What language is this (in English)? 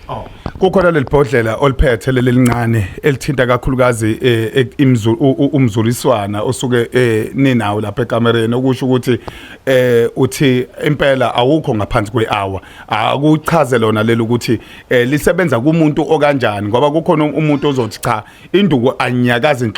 Zulu